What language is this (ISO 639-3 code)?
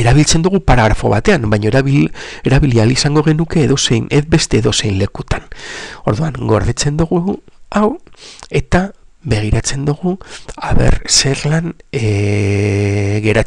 eus